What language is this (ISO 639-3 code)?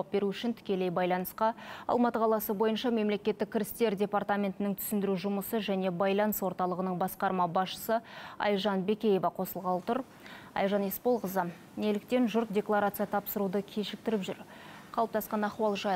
kaz